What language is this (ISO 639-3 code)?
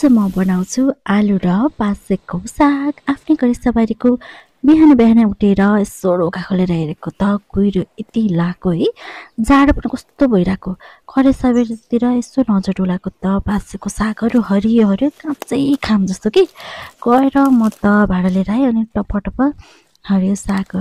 nep